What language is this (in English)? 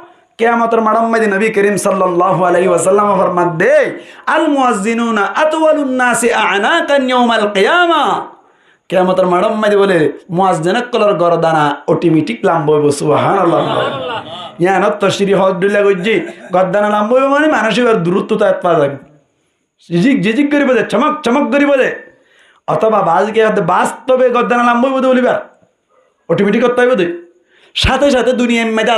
Rohingya